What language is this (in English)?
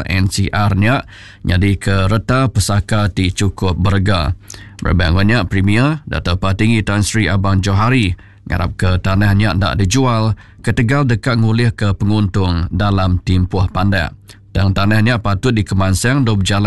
Iban